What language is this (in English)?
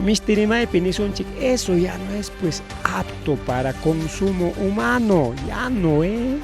Ayacucho Quechua